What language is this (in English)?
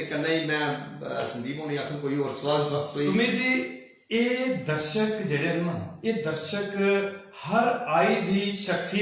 Dogri